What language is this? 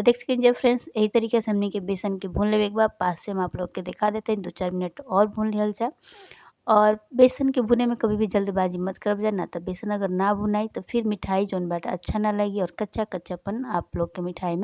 Bhojpuri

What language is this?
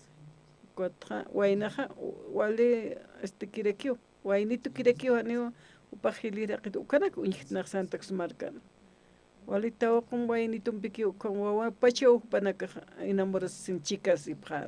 Aymara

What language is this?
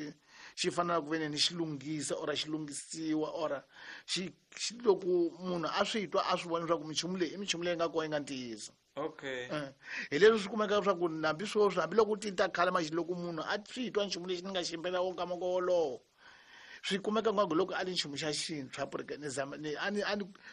Tsonga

